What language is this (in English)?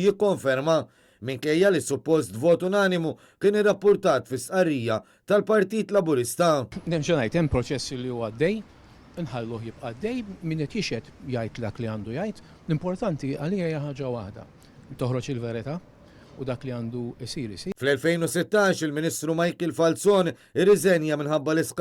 Maltese